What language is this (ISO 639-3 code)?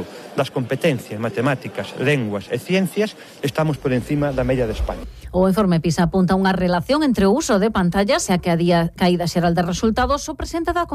glg